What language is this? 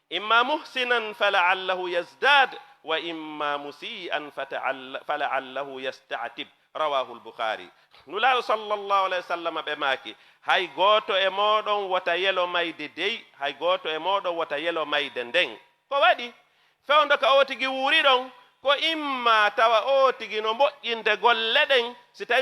Fula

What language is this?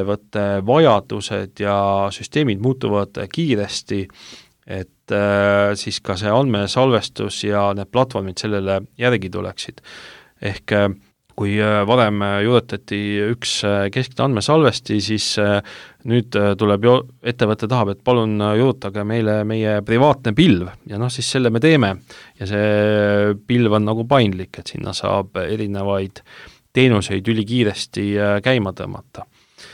Estonian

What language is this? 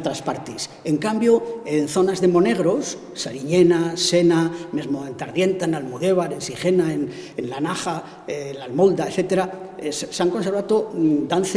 Aragonese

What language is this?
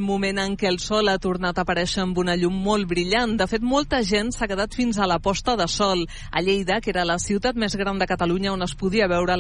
Catalan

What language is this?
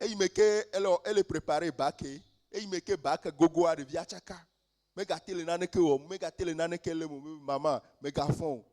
Ewe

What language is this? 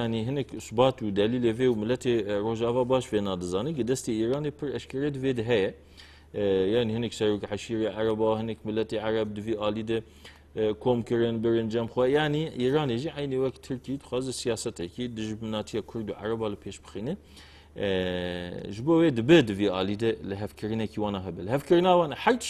Kurdish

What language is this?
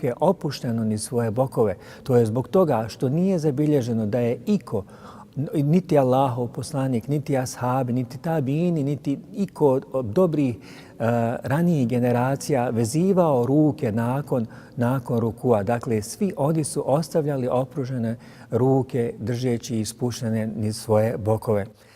Bosnian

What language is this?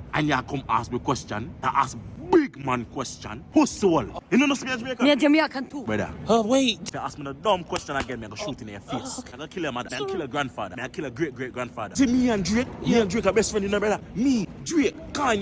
Jamaican Creole English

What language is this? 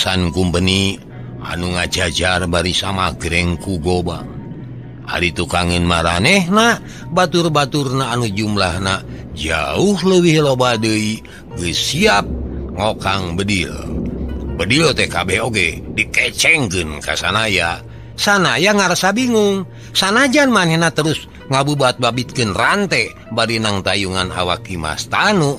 Sundanese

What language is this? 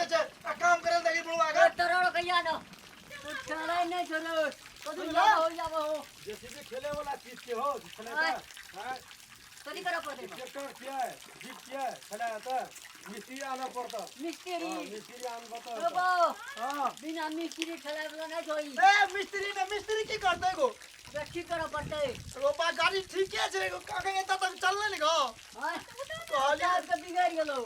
Maithili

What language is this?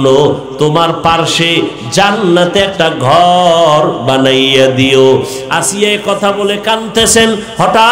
Bangla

